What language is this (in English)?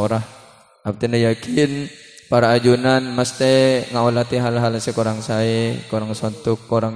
Madurese